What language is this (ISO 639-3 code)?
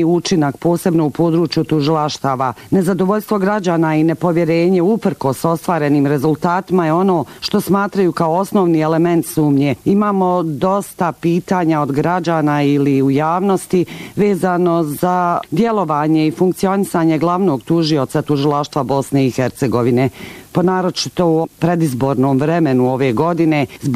bos